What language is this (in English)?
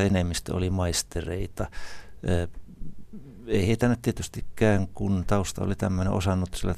Finnish